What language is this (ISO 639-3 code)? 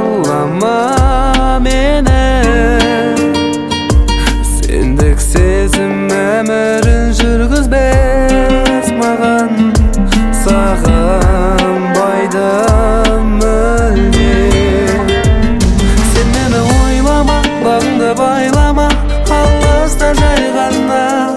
kaz